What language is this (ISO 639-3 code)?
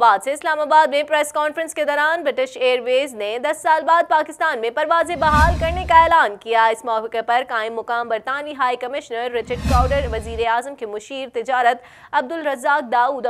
urd